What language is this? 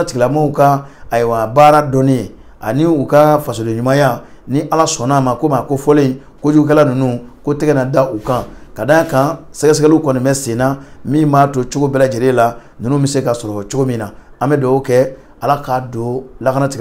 Bambara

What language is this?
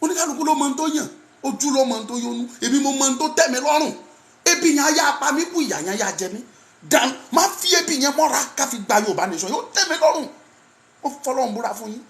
Yoruba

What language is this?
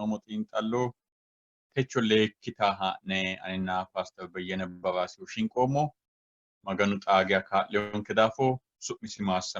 Sidamo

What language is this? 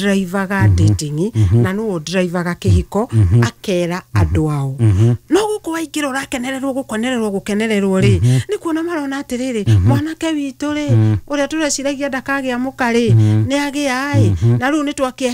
Kikuyu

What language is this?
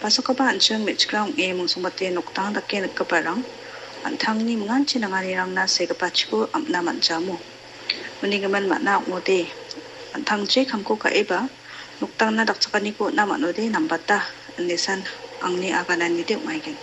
Garo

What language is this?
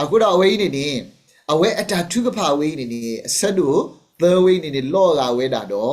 S'gaw Karen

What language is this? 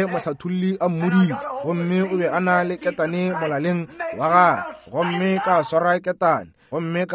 Northern Sotho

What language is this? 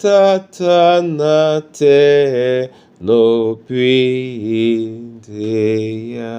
Duala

